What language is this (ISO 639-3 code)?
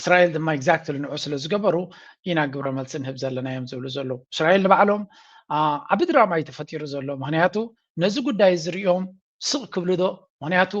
tir